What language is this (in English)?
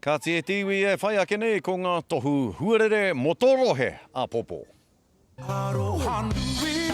Māori